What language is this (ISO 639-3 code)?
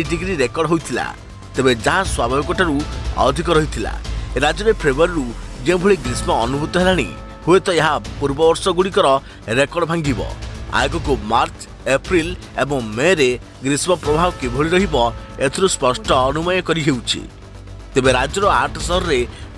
ori